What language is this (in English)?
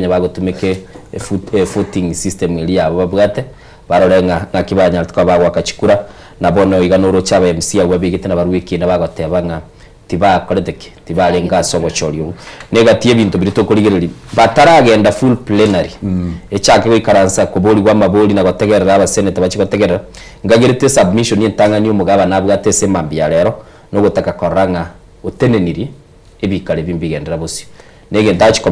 Gusii